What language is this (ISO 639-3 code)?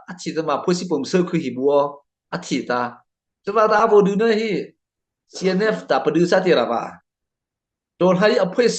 mrh